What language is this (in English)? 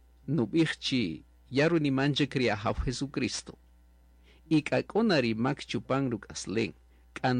Kaqchikel